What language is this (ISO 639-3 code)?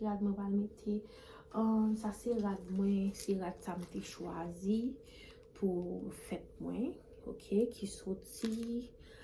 hat